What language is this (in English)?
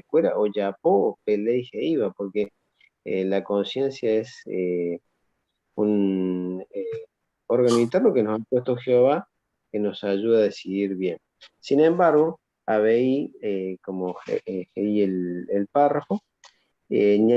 Guarani